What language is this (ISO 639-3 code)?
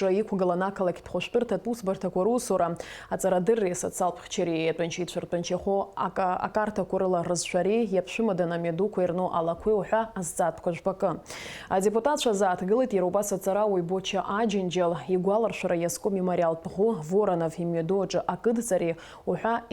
abk